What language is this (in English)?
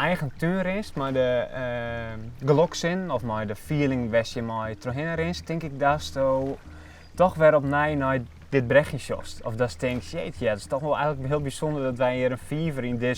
Western Frisian